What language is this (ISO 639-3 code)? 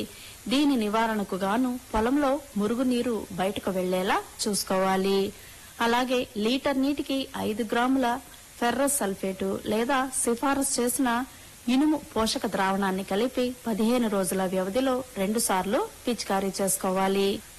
tel